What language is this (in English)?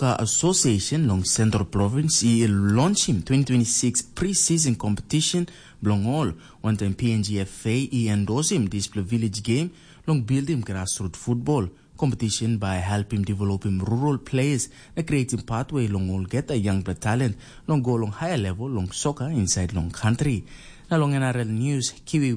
Tok Pisin